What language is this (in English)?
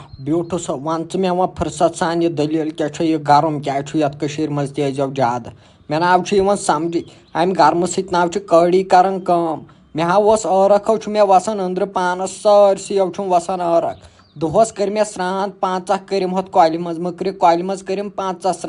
Kashmiri